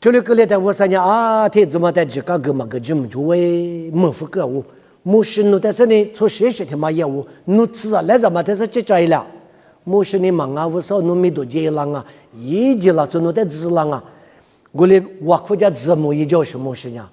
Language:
Lisu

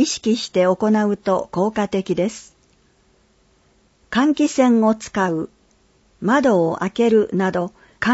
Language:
Japanese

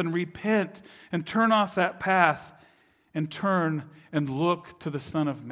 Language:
English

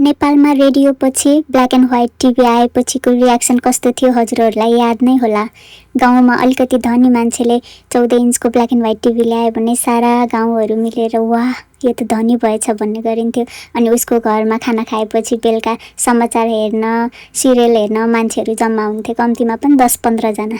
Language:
Nepali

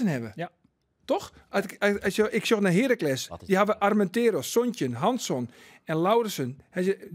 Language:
Western Frisian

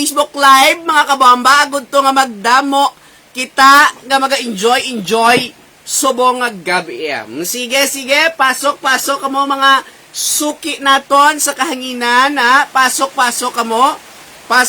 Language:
Hiligaynon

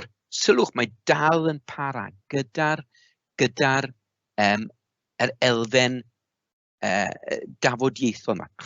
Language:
Welsh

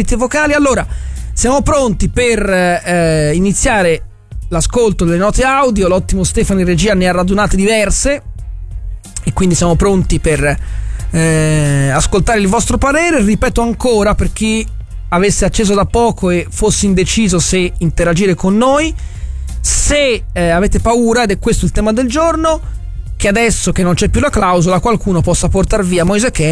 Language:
Italian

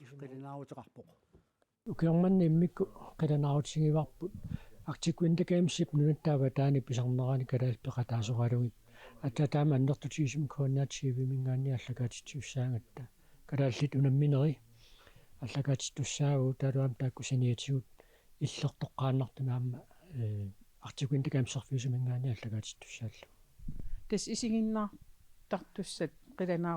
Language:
Kalaallisut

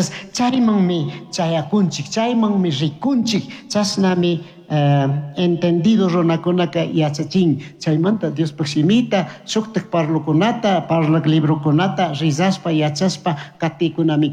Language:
Chimborazo Highland Quichua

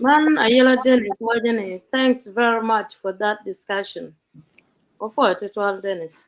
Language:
Acoli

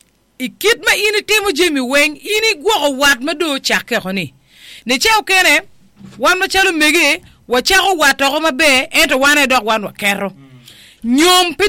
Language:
Acoli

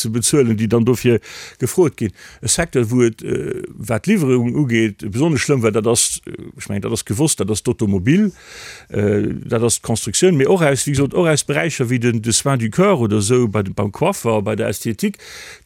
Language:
Luxembourgish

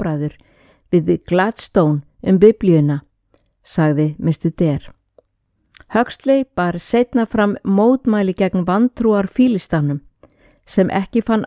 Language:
Icelandic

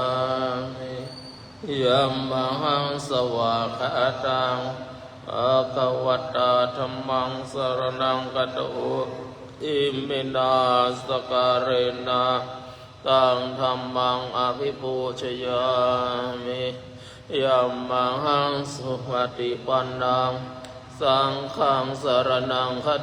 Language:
Pali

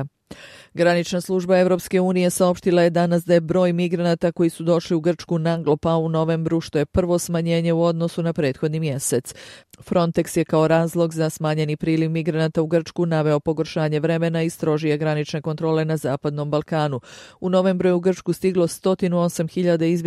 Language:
Bosnian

